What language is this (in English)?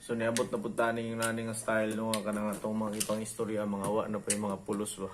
Cebuano